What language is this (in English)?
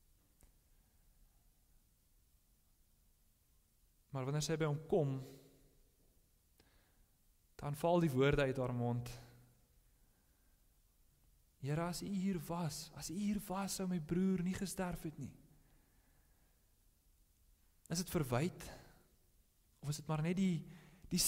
Afrikaans